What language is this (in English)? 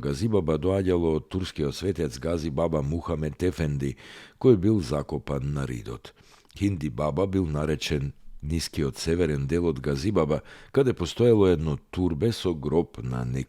Macedonian